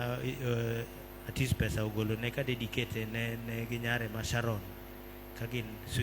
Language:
Luo (Kenya and Tanzania)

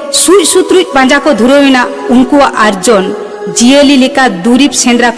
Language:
Santali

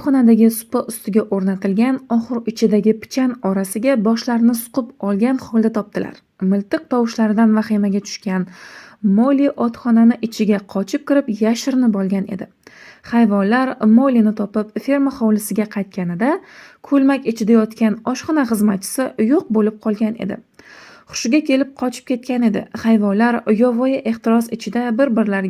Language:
Uzbek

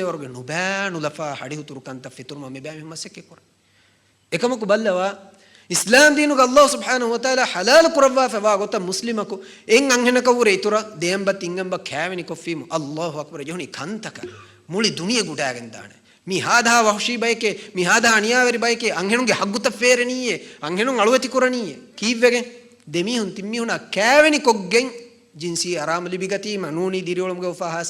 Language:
Divehi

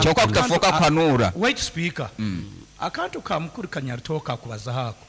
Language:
Nyankole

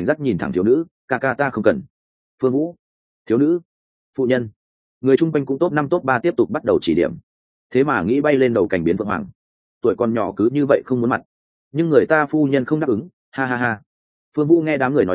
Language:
Vietnamese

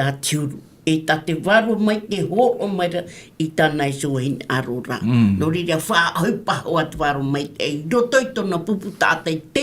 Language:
Tahitian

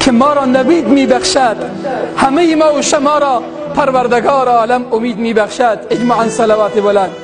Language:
Tajik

